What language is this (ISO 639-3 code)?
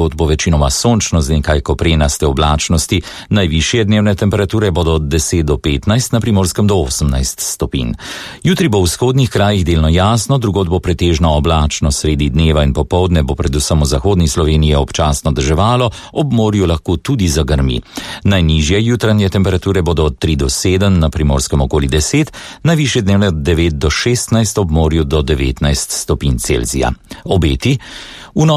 slv